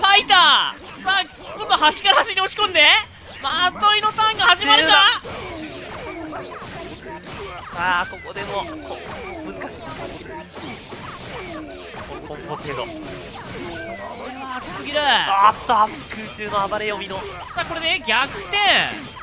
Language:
Japanese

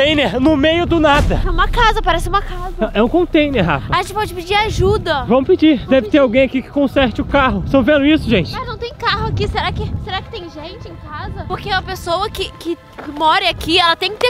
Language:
Portuguese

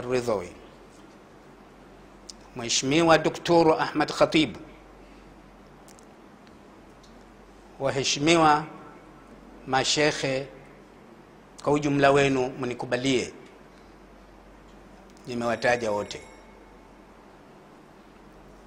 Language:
Swahili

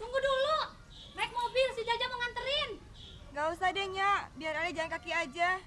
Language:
Betawi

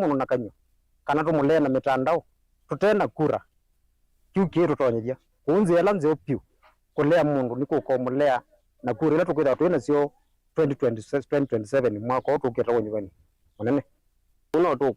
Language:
Kamba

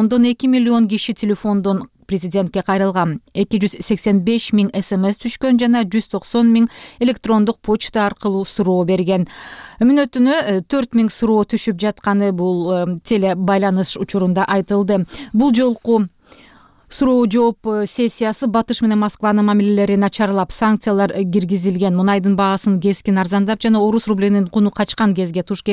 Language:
Kyrgyz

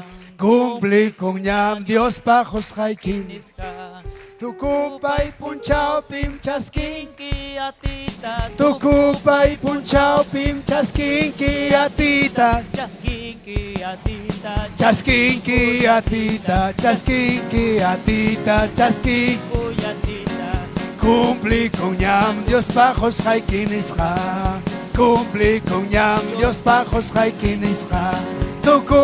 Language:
Ayacucho Quechua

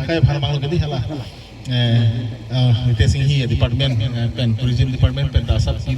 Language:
Karbi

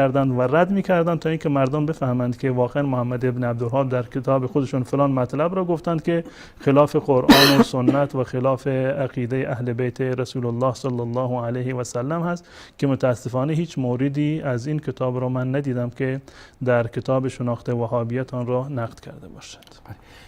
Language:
Persian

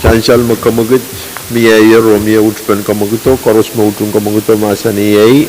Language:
Pohnpeian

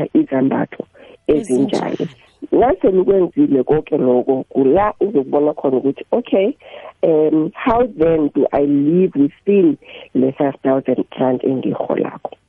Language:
South Ndebele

